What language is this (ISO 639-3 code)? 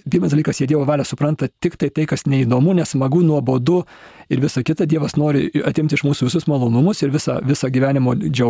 lit